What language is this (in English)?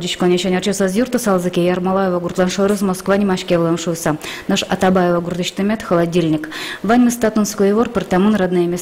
Udmurt